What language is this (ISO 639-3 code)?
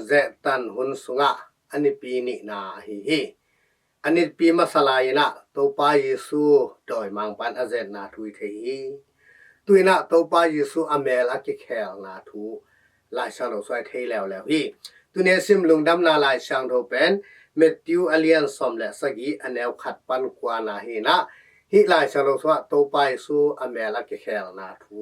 ctd